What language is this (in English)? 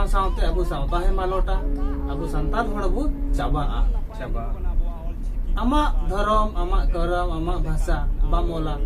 Santali